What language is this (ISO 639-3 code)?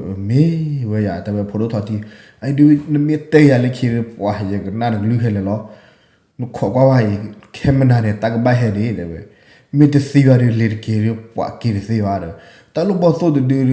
ksw